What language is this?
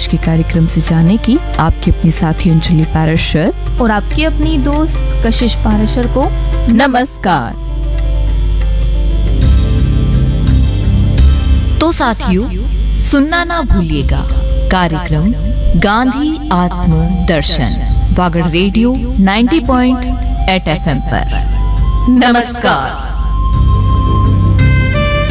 Hindi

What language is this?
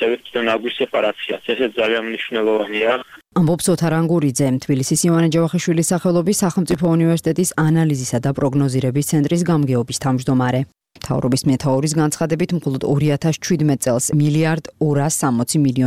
Georgian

